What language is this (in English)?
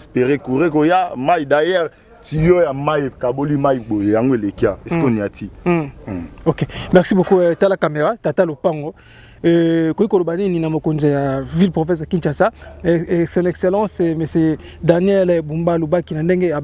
Lingala